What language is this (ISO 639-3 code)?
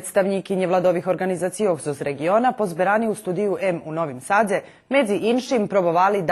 rue